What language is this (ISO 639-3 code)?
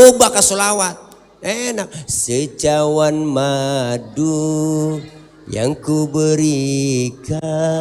bew